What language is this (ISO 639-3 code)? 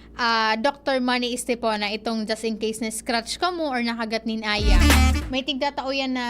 bik